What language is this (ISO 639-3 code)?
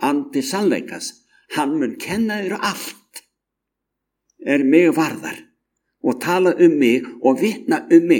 isl